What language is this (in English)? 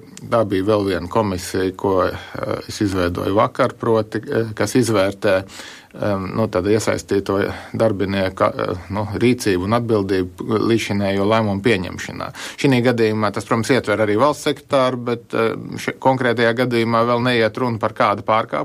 Latvian